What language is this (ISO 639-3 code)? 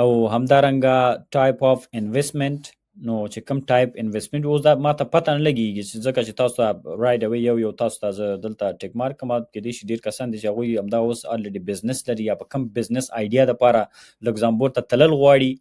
pus